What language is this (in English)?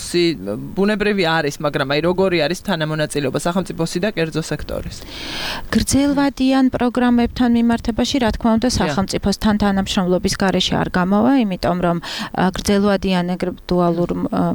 Georgian